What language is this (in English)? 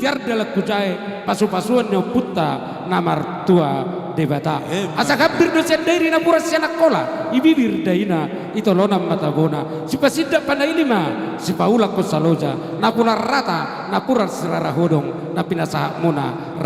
Batak Toba